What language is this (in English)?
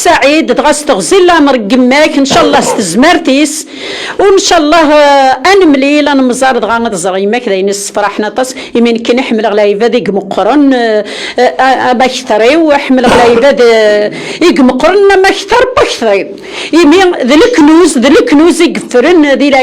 Kabyle